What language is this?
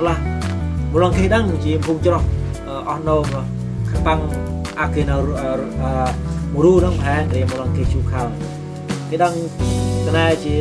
Central Mnong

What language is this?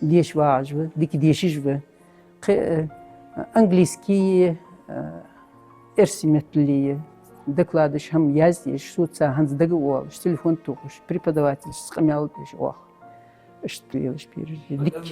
Ingush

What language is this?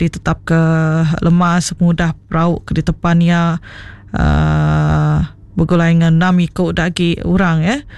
Iban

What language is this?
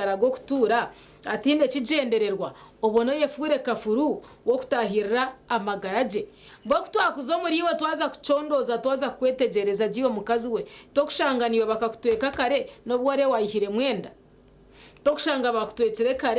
Nyankole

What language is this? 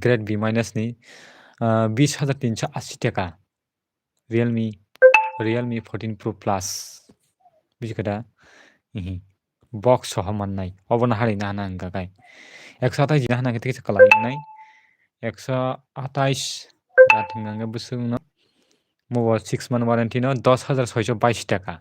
Kok Borok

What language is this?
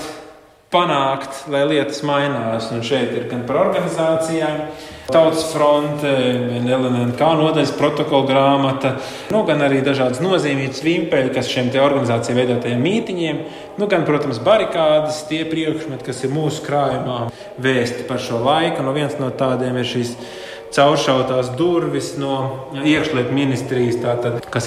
Latvian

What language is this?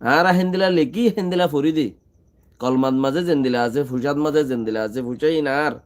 Rohingya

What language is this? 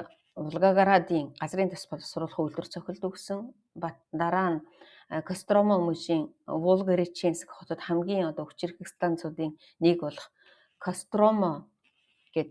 Mongolian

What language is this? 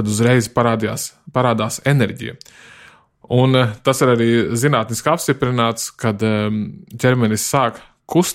Latvian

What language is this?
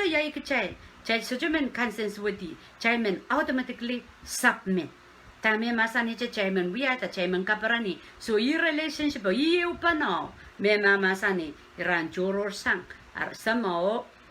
Pohnpeian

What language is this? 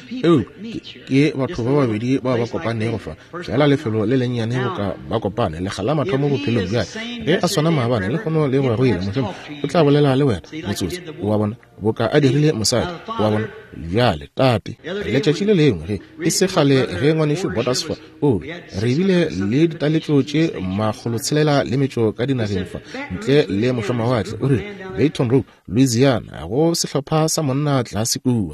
Northern Sotho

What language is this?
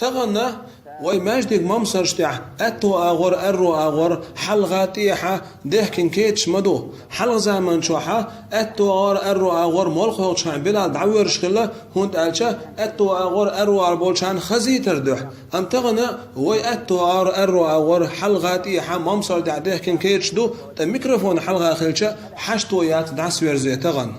Chechen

